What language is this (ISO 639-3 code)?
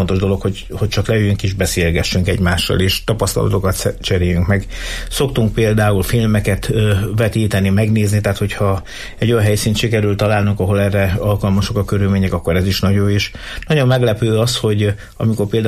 hun